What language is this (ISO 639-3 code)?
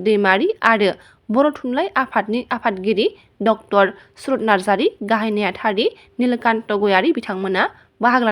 brx